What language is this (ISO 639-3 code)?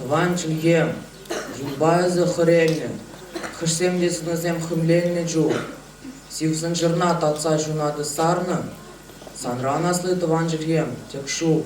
chv